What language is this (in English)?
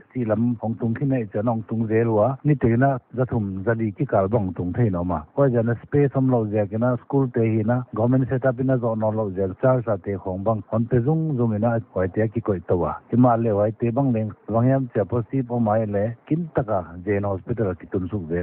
Paite Chin